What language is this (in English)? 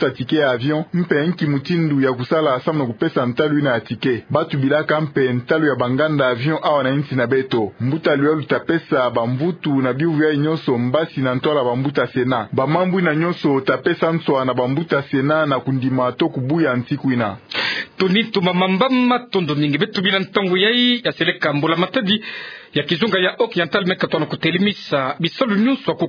Kituba (Democratic Republic of Congo)